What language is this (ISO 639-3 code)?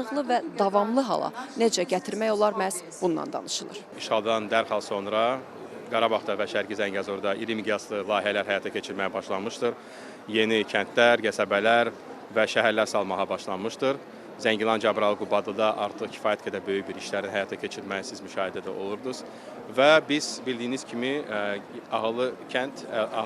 aze